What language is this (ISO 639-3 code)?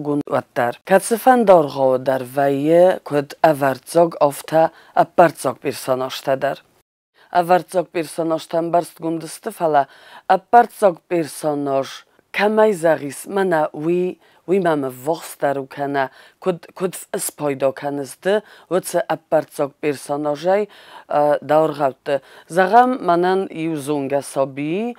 oss